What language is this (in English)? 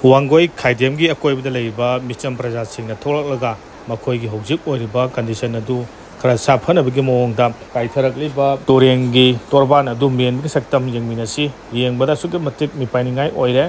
Manipuri